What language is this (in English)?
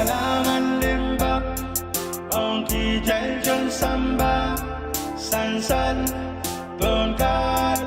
Pohnpeian